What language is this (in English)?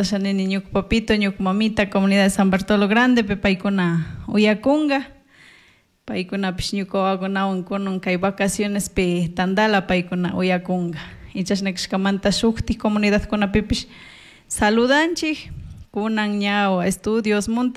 Chimborazo Highland Quichua